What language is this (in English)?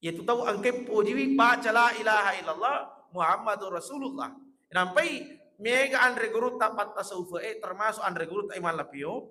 Buginese